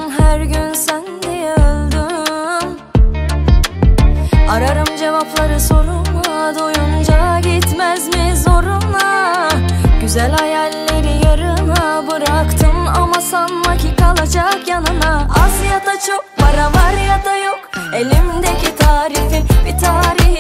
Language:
Turkish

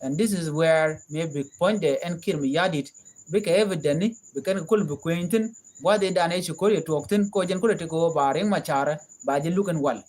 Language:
Nuer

